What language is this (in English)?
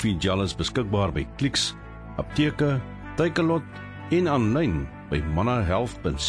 Afrikaans